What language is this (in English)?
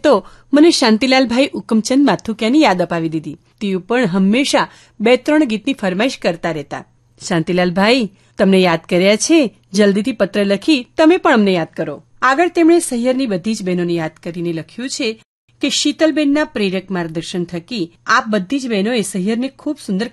Gujarati